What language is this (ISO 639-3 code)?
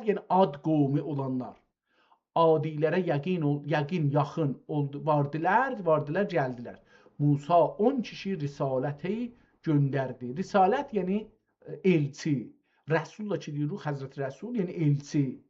azb